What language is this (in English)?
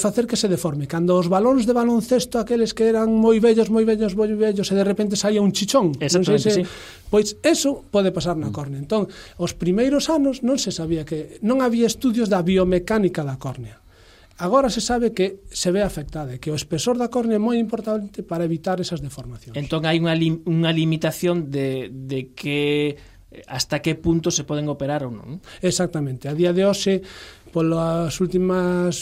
Galician